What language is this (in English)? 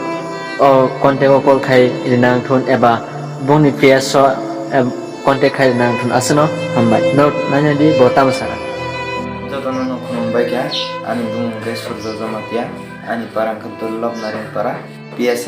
Kok Borok